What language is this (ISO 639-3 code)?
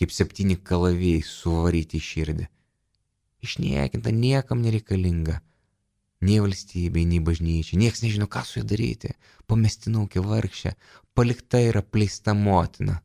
lit